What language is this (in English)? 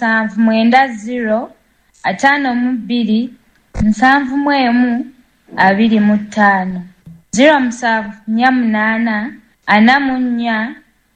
Ganda